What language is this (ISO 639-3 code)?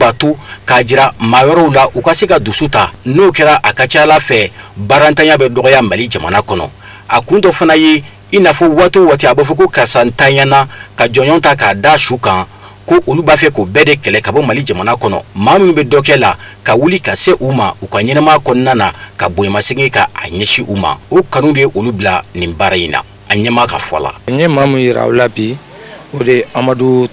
bam